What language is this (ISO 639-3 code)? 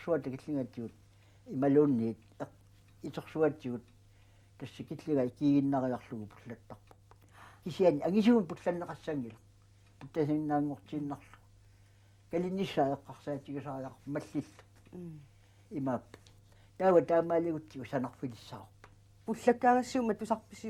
kal